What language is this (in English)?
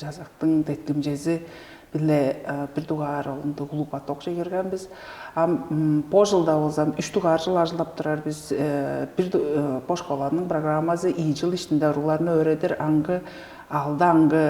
Tuvinian